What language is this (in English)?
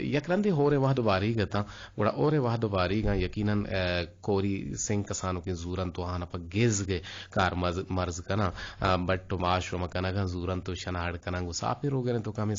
Eastern Balochi